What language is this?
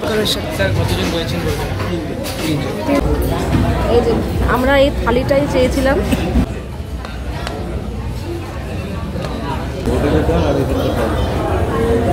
Bangla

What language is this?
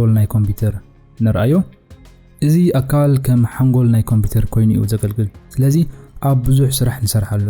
Tigrinya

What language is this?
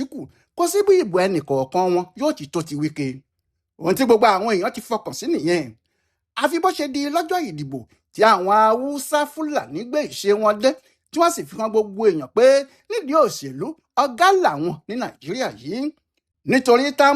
Yoruba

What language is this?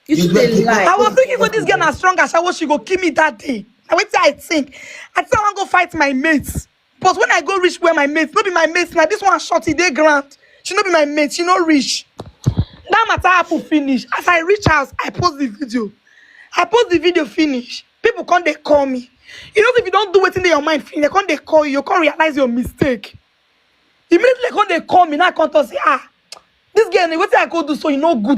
Nigerian Pidgin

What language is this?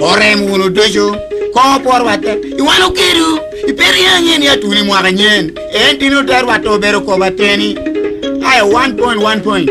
Lango (Uganda)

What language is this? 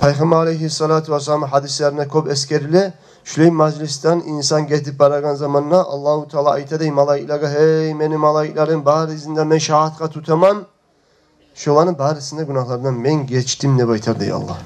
Kumyk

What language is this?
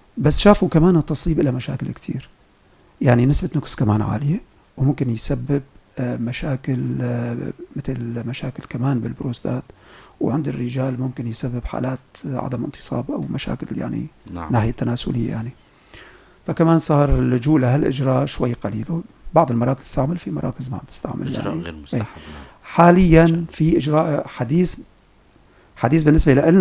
North Levantine Arabic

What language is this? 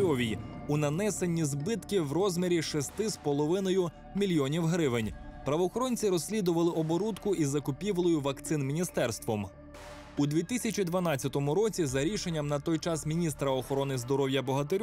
Ukrainian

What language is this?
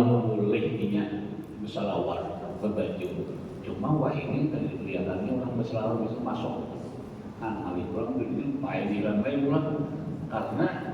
Banjar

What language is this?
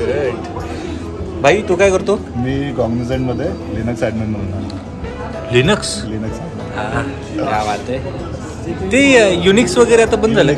Marathi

